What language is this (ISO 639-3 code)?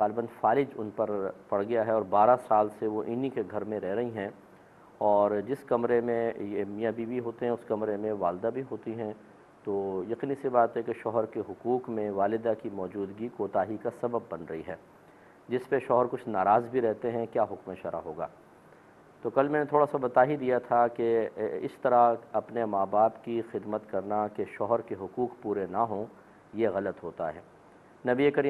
urd